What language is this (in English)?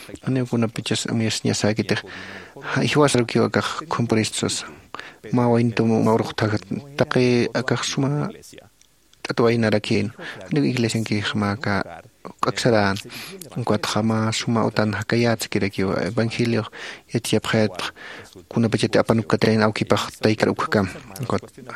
Aymara